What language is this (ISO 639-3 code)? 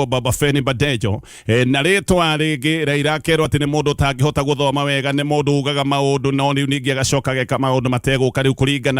kik